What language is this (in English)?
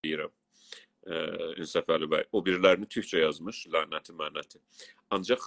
South Azerbaijani